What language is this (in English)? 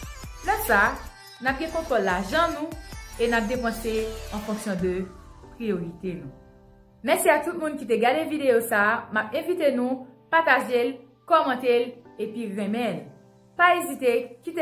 Haitian Creole